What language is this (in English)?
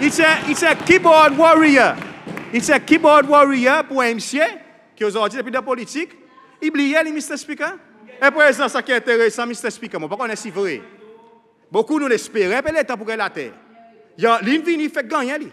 Seselwa Creole French